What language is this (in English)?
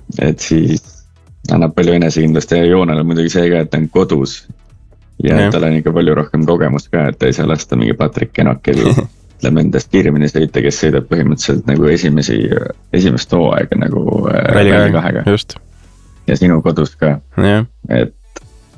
Estonian